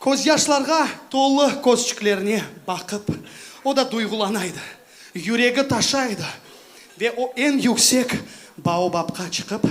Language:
Crimean Tatar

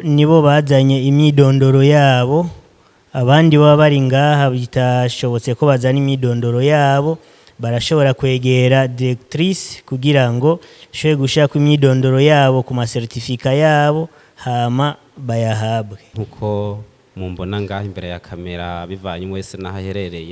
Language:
Rundi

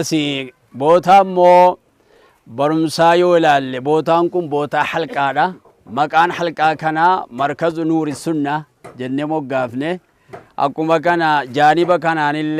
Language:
Oromo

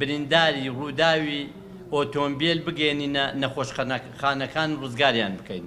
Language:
Central Kurdish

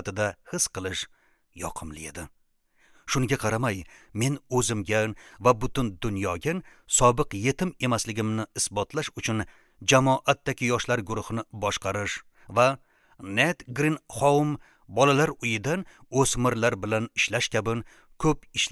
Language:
Uzbek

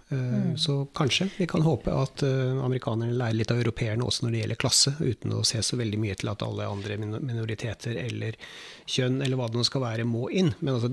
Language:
Norwegian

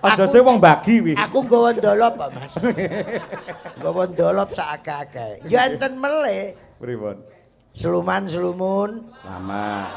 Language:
Javanese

